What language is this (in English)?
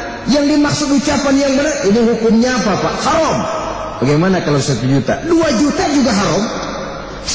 Indonesian